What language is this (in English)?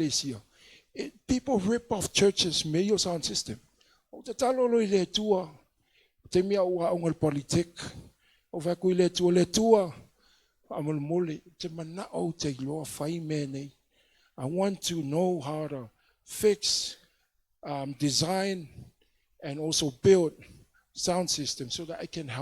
Samoan